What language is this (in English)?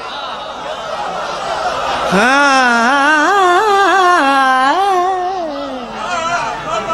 Urdu